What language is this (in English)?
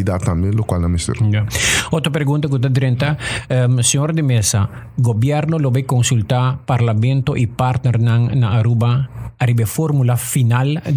Papiamento